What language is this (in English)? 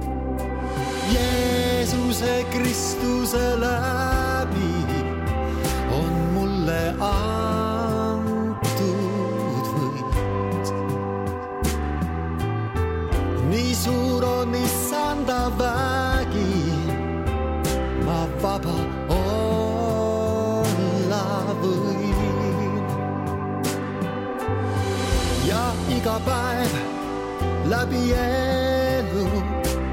Estonian